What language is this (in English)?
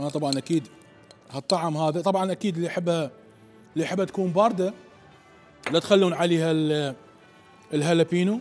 Mesopotamian Arabic